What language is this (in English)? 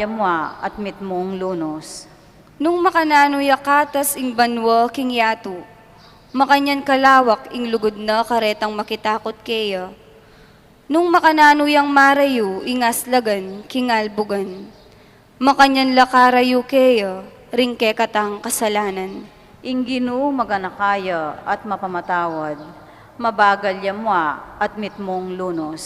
Pampanga